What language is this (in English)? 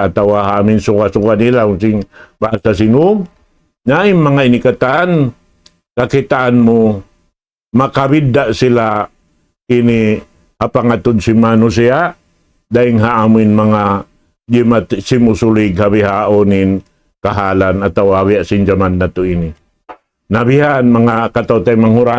Tausug